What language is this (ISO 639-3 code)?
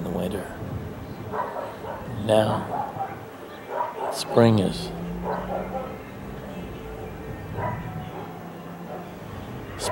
eng